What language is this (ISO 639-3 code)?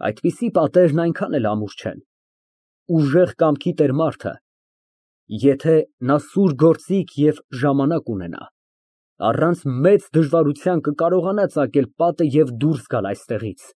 hye